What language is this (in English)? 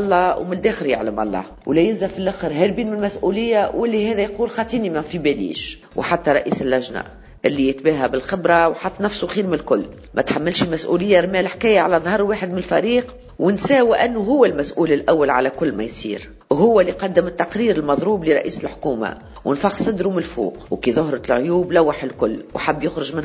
Tunisian Arabic